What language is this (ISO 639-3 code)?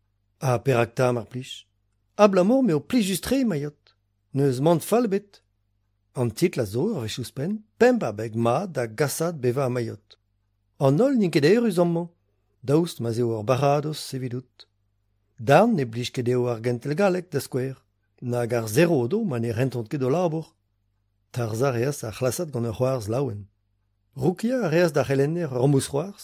bre